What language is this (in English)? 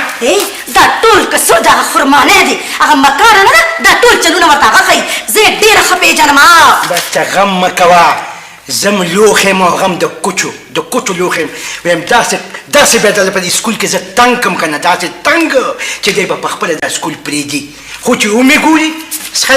Pashto